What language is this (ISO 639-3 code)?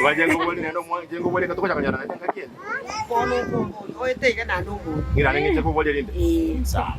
guz